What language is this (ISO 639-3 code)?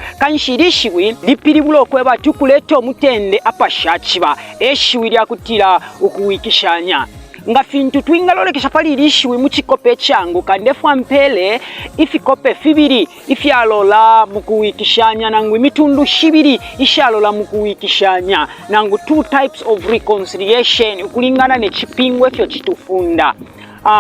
bem